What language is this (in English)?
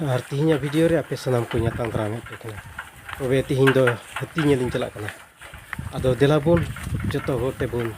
Santali